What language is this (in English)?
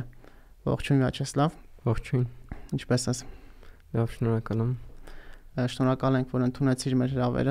Armenian